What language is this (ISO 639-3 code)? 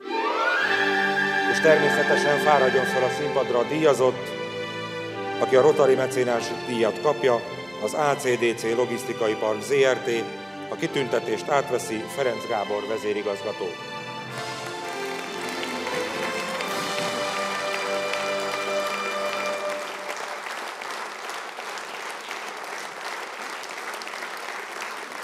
hun